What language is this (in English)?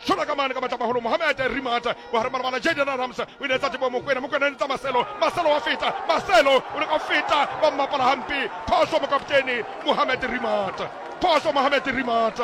Southern Sotho